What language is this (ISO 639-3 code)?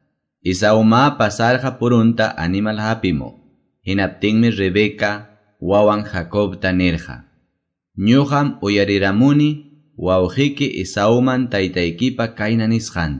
que